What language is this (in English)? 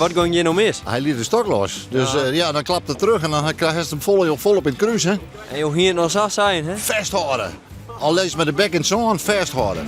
Western Frisian